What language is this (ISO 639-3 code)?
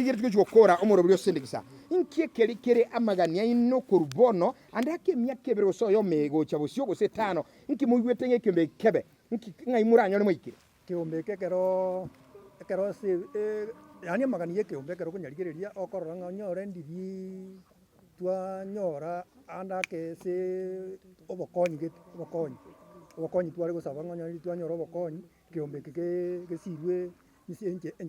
guz